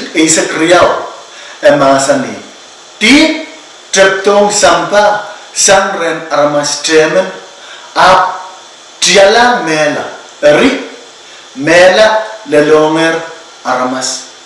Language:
Pohnpeian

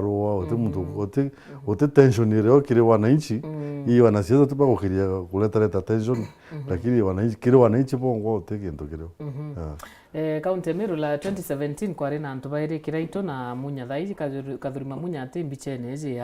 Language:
Meru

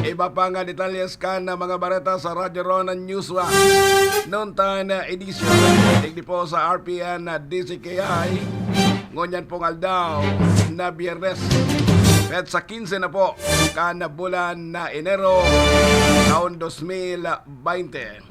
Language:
Bikol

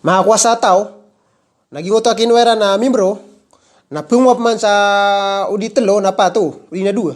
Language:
Maranao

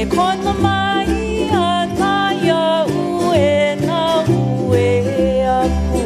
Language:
Hawaiian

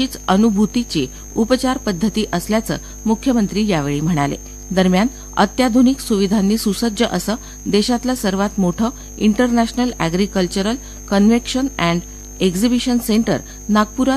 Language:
Marathi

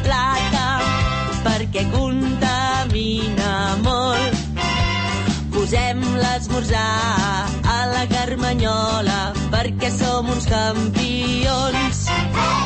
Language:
Catalan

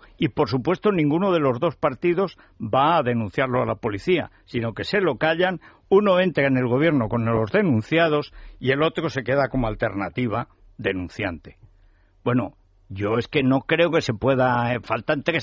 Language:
Spanish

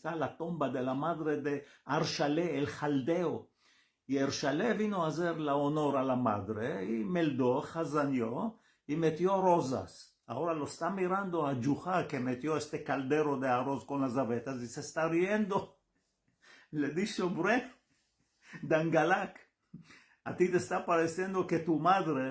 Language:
Ladino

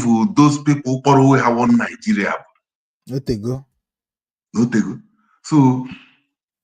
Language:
Igbo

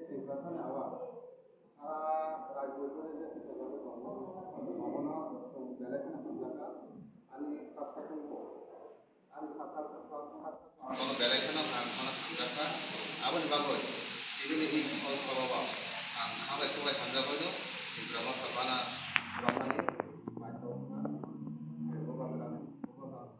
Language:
Kok Borok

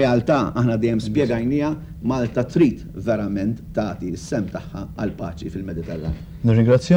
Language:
Maltese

